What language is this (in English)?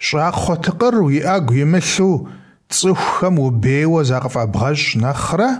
Kabardian